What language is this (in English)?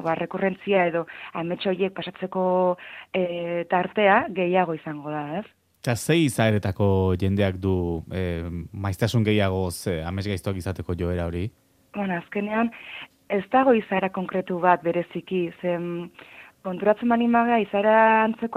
Basque